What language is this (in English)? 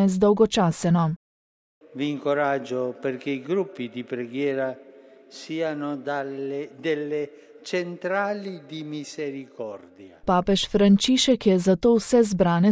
Slovenian